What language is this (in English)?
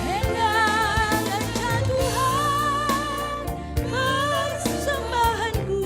Batak Karo